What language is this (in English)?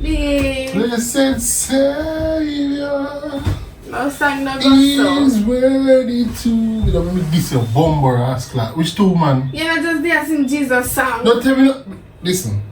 Jamaican Creole English